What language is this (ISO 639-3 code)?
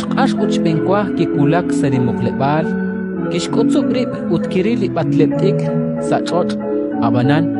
kek